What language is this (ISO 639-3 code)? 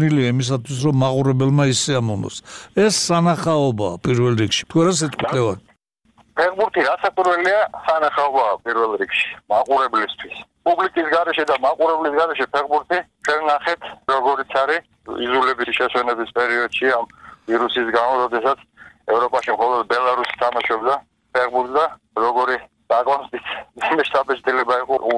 kat